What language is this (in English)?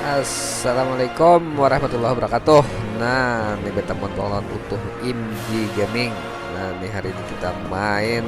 Banjar